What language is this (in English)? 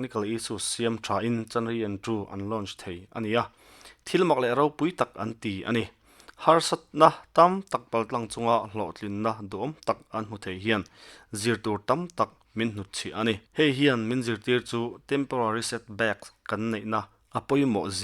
Mizo